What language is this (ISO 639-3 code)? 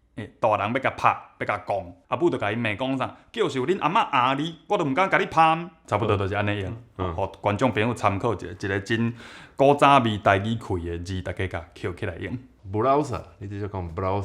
nan